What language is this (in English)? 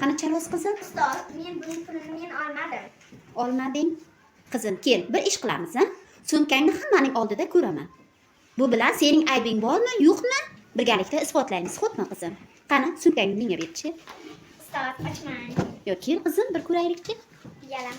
Uzbek